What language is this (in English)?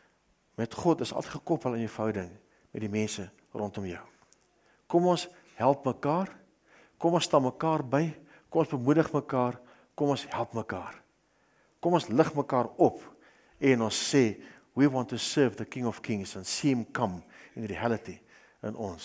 Afrikaans